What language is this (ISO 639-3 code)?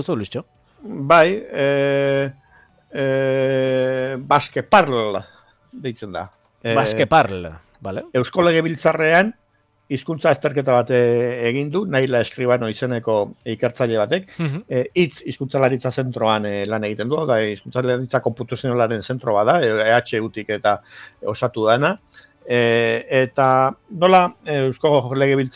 eus